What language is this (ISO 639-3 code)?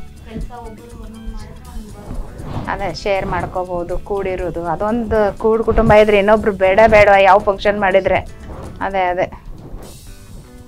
kan